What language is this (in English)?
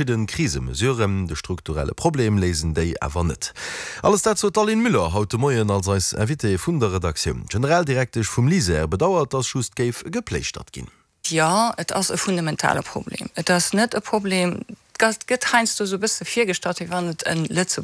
Luxembourgish